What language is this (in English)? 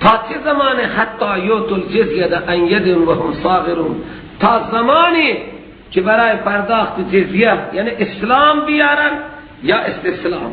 Persian